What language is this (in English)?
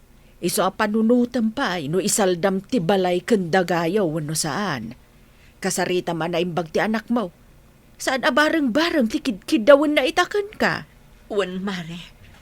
Iloko